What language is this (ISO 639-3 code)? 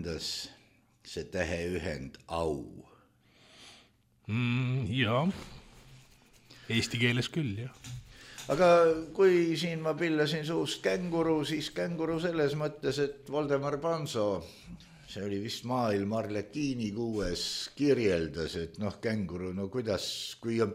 est